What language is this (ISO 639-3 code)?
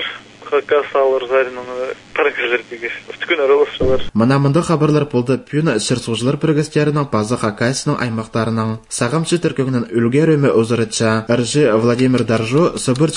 kjh